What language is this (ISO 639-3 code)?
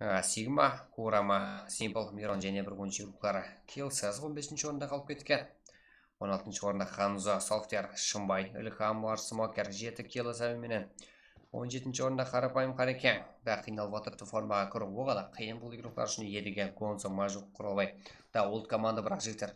kaa